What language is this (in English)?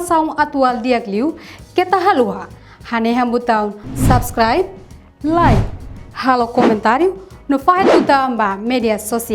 Tetum